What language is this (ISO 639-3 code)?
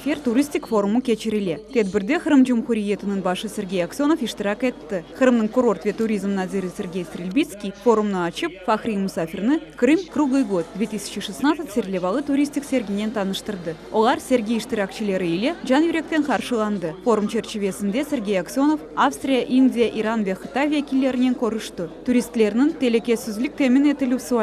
crh